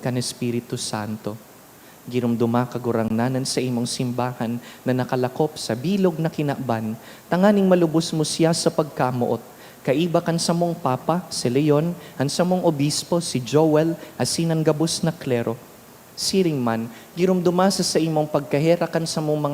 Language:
Bikol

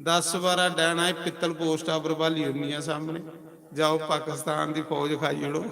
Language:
Dogri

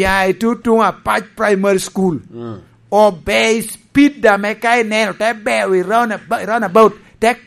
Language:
Lango (Uganda)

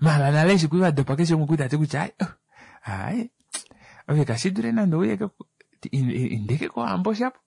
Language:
Kuanyama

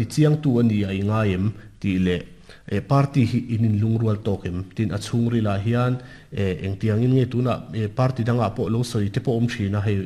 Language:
Mizo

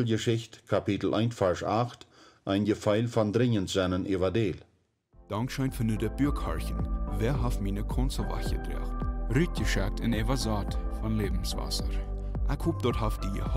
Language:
Plautdietsch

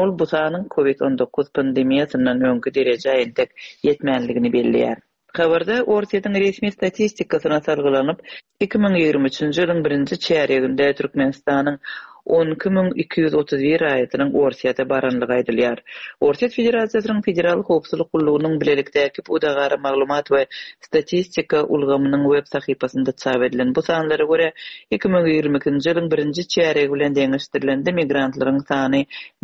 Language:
Turkmen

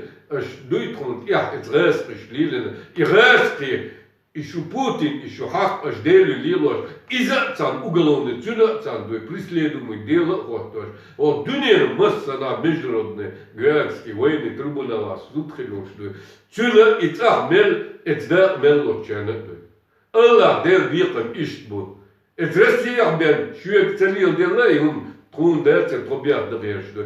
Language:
Chechen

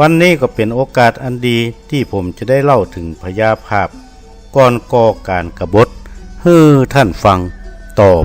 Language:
Northern Thai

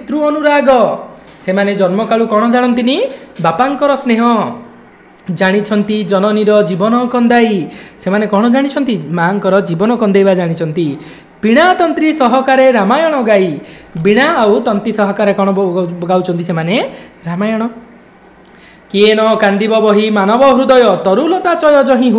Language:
Odia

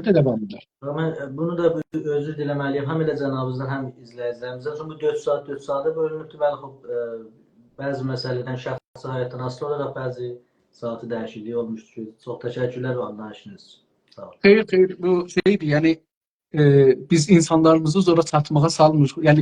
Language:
South Azerbaijani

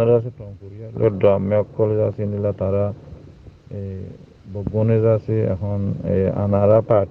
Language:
Rohingya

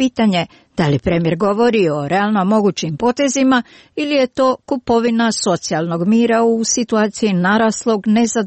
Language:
Serbian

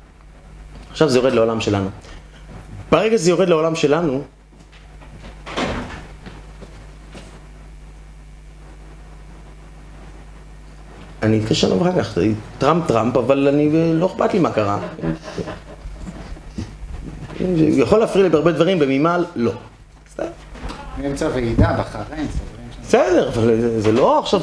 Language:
Hebrew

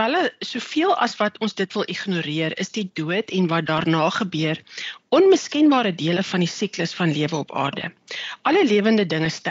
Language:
Afrikaans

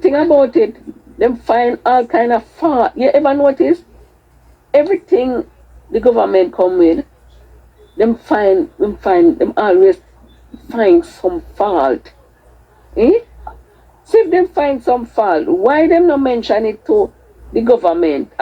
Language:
Jamaican Creole English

